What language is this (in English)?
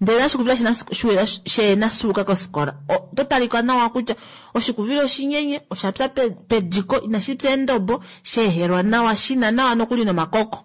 Kuanyama